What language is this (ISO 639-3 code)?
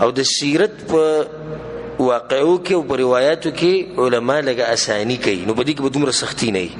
pus